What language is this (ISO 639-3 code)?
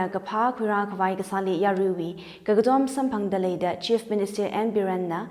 nmf